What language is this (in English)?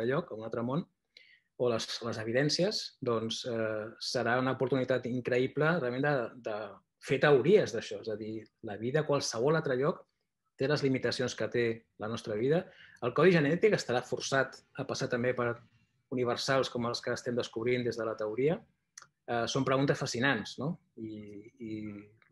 Catalan